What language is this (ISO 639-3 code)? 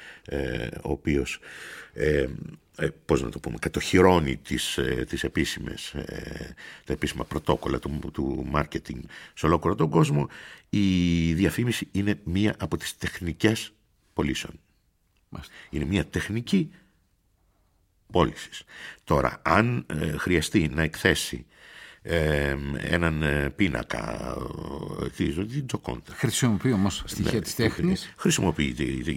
ell